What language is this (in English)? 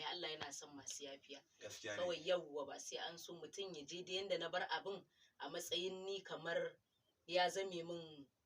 Hausa